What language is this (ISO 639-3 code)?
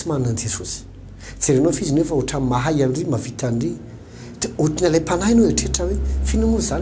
mlg